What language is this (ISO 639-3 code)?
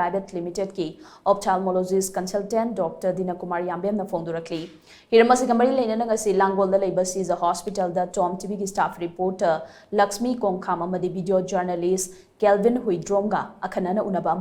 mni